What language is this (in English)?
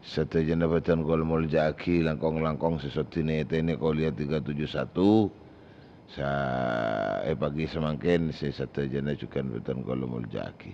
Madurese